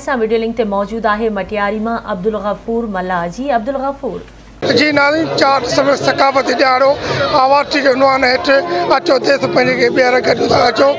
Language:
Sindhi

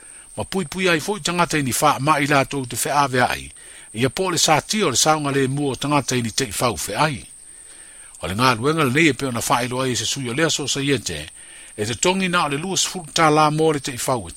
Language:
Samoan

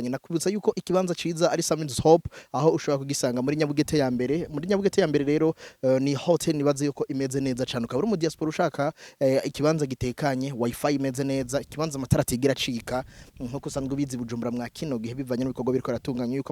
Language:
Rundi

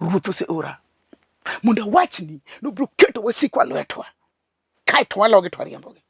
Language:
Luo (Kenya and Tanzania)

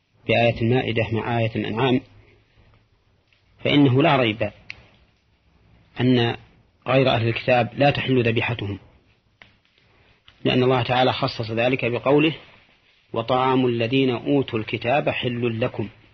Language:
Arabic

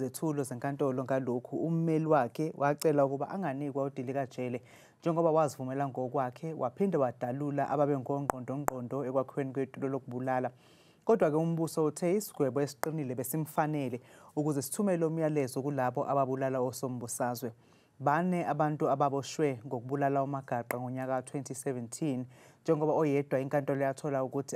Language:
Zulu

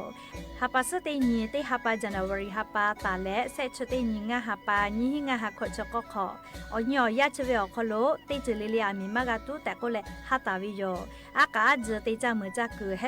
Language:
Lahu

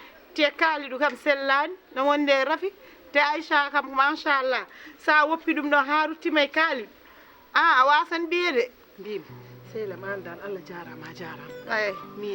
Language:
Fula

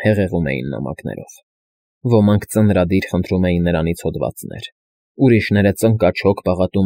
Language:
Armenian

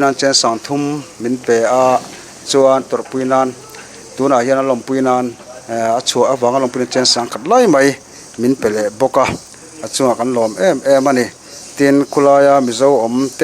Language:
Mizo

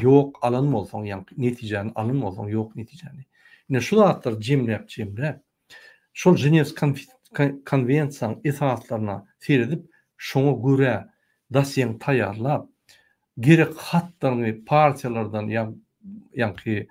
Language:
Turkmen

